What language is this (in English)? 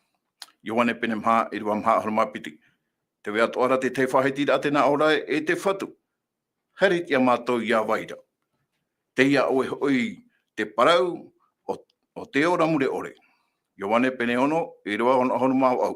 Tahitian